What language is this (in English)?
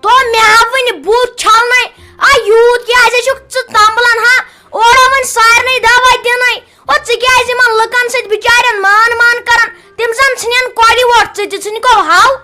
Kashmiri